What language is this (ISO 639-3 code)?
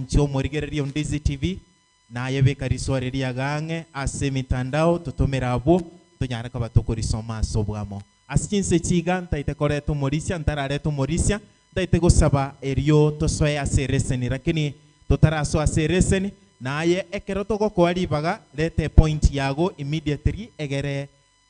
guz